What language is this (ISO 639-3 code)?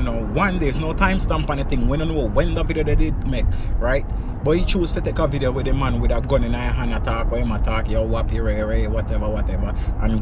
jam